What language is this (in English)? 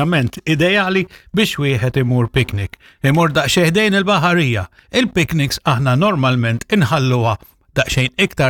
Maltese